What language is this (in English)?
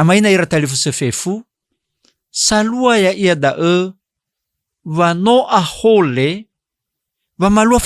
Nias